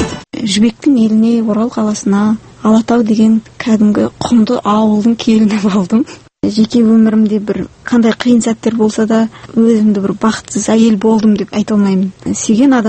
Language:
Kazakh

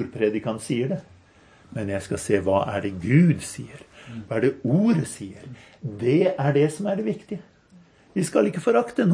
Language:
Norwegian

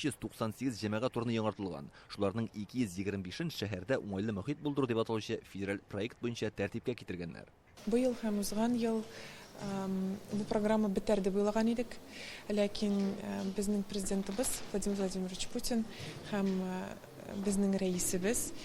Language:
Tatar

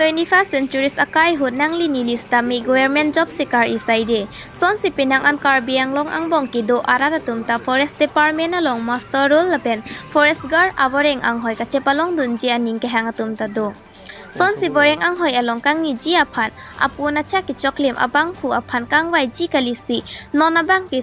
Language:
Karbi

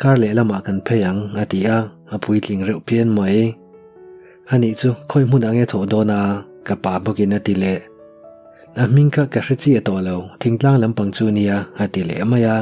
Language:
Mizo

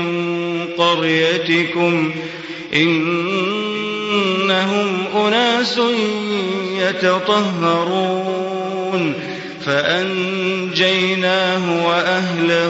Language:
Arabic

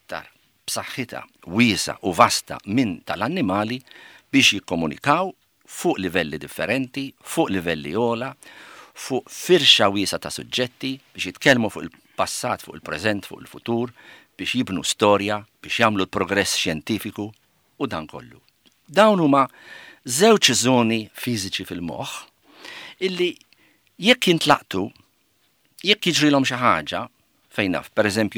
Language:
Maltese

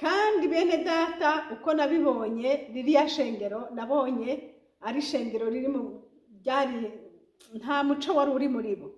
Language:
Rundi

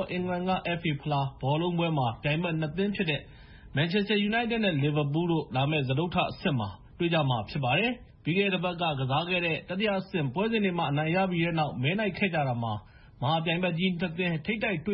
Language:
Burmese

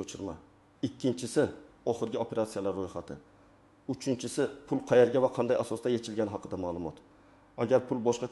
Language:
Uzbek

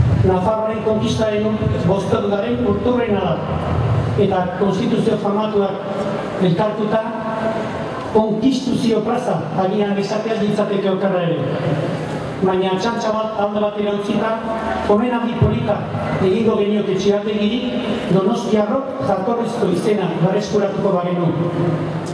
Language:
Basque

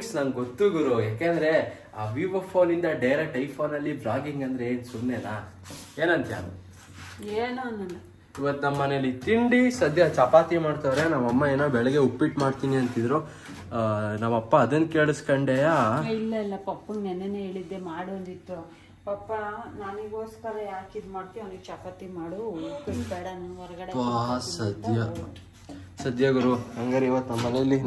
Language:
Kannada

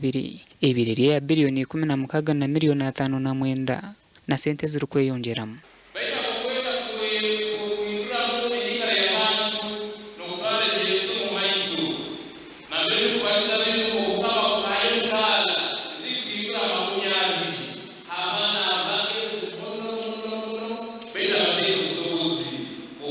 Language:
Nyankole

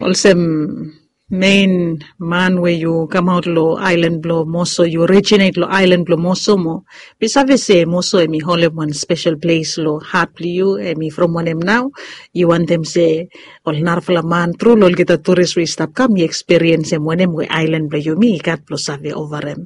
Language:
Bislama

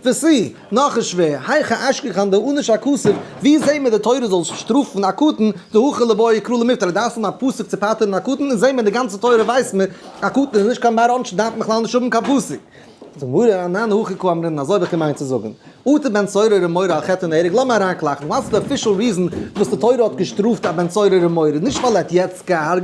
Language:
Yiddish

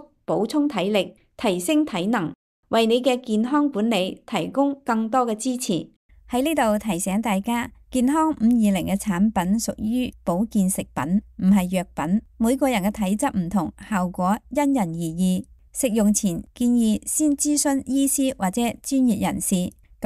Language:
Cantonese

